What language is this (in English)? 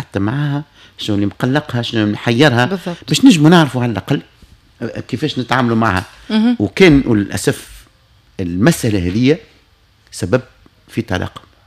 Tunisian Arabic